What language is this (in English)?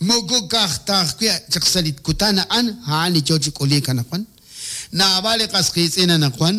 Kekchí